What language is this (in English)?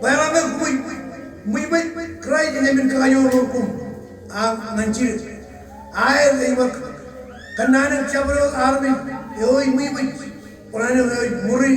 Marshallese